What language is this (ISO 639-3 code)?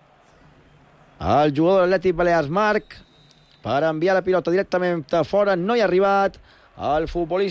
cat